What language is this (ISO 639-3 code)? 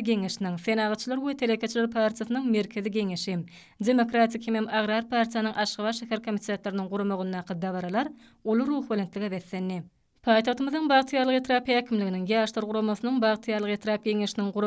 tuk